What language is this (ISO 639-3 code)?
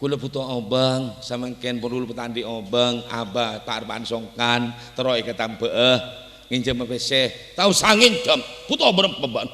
mad